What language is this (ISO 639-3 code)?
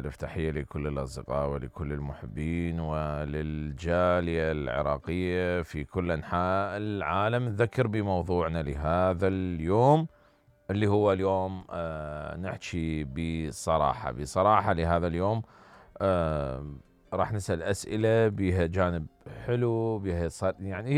acm